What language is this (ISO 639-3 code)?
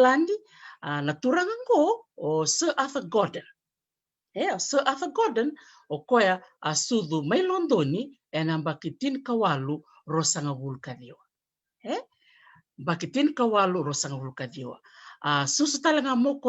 fij